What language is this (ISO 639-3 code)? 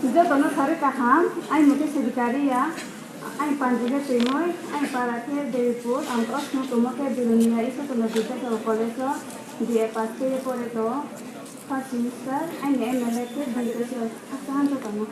ria